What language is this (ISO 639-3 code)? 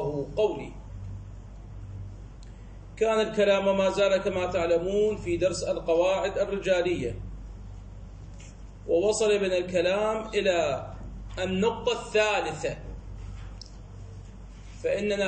ara